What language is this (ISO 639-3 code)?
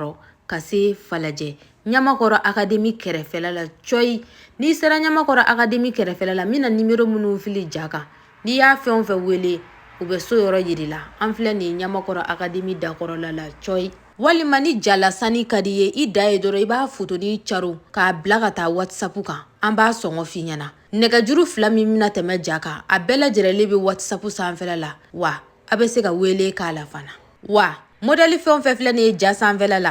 bam